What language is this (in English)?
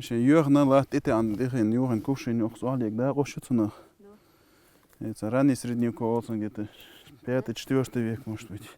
Chechen